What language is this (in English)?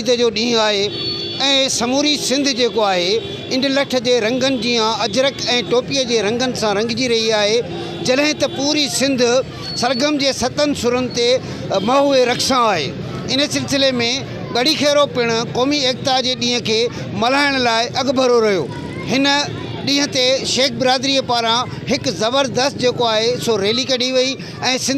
Sindhi